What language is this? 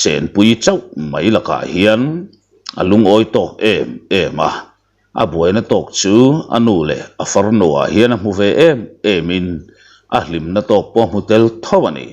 Mizo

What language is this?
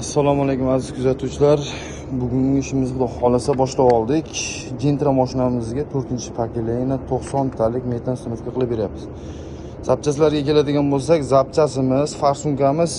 Uzbek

